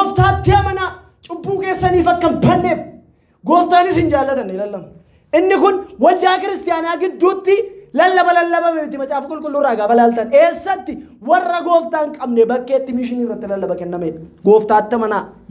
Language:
Oromo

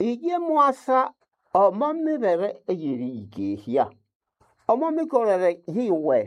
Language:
Nande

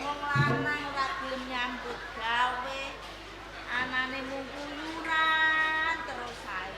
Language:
Javanese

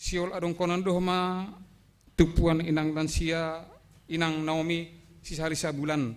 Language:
Batak Simalungun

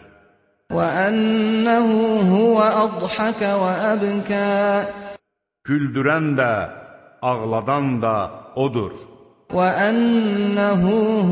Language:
Azerbaijani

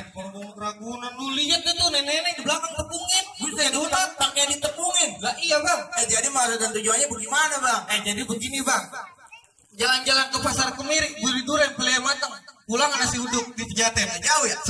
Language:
Betawi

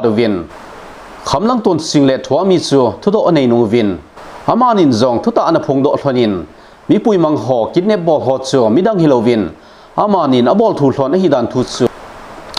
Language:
Thado Chin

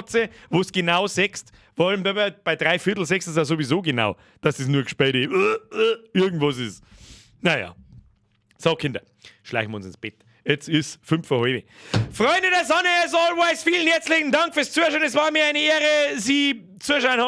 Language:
Bavarian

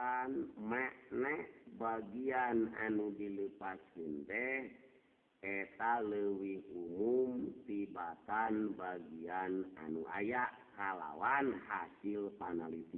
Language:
Sundanese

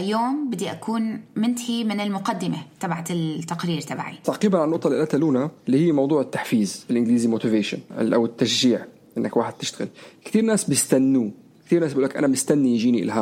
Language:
North Levantine Arabic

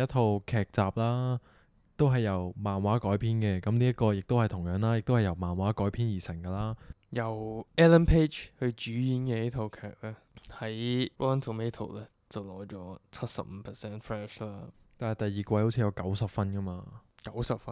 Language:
Cantonese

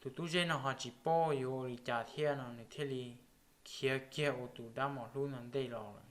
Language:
Hmong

